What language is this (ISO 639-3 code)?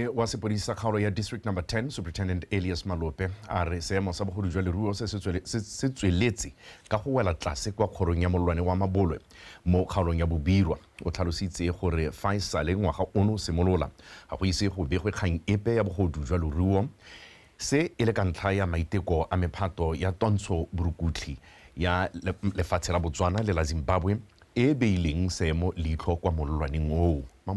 tsn